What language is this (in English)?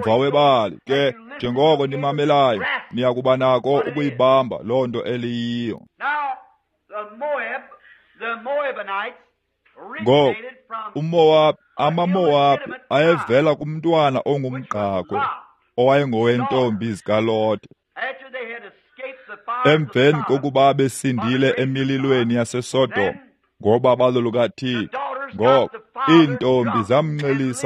Xhosa